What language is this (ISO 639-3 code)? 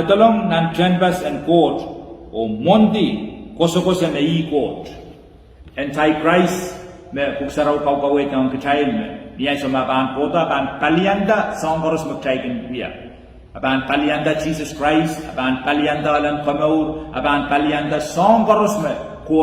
pon